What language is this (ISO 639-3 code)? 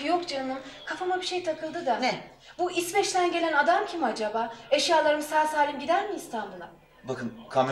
tur